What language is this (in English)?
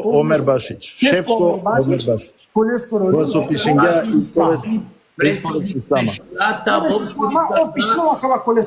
Balkan Romani